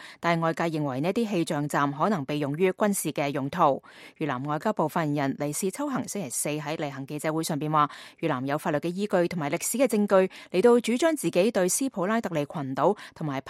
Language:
Cantonese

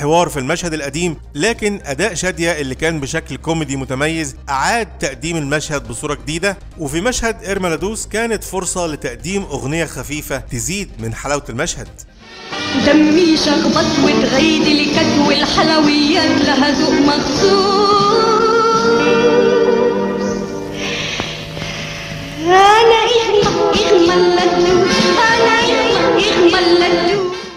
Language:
Egyptian Arabic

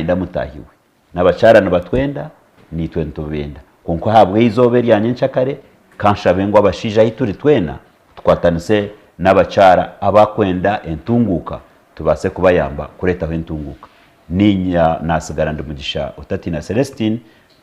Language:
Nyankole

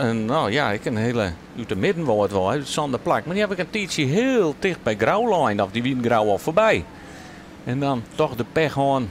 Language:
Western Frisian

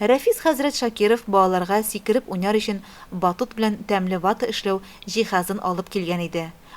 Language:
Tatar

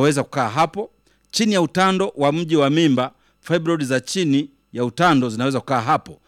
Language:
Swahili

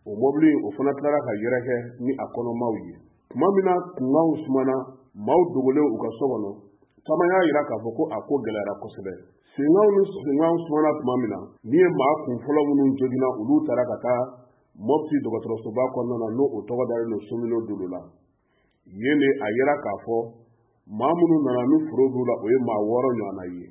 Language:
Bambara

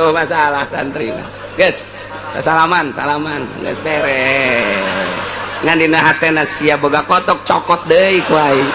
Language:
Sundanese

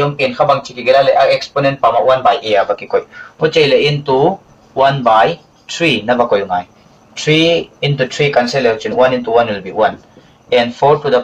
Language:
Paite Chin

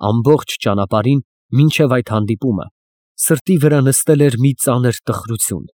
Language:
Armenian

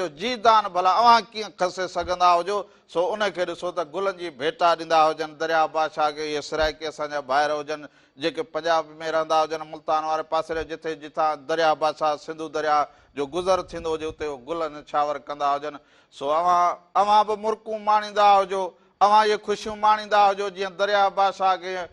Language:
Sindhi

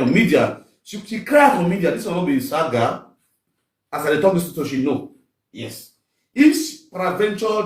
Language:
Nigerian Pidgin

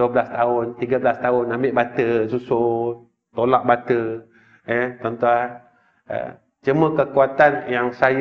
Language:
Malay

